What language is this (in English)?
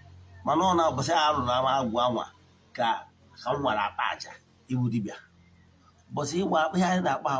Igbo